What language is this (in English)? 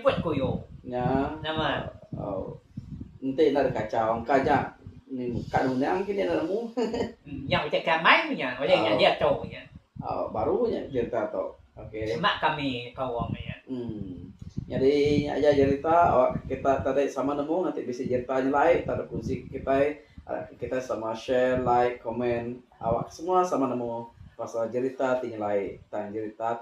Iban